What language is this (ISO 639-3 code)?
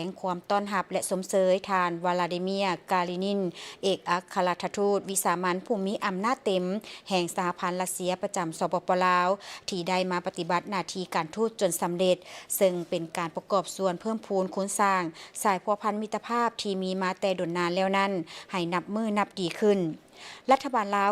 lao